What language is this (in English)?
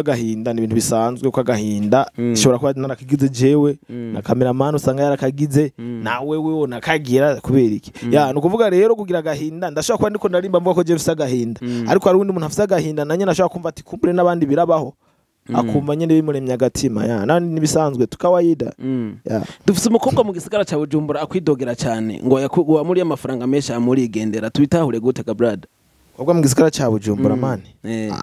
Rundi